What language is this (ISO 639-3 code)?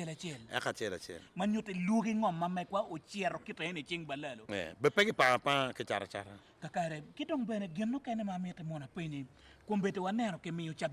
ach